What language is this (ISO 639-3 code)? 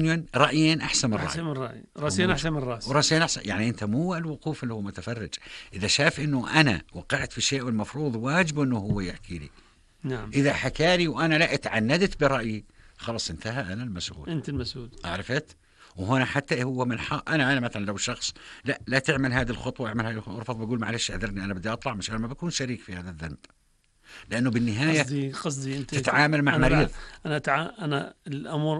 apc